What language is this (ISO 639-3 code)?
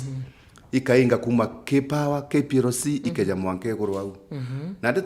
mer